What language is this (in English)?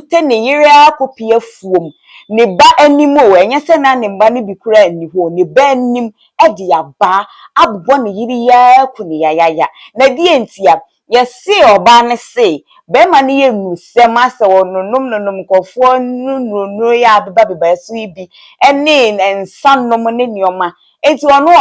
Akan